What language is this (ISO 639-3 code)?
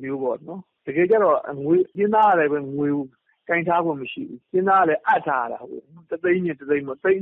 mya